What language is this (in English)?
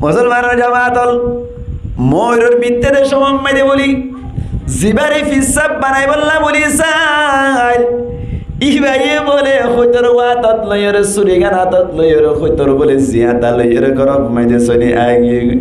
Rohingya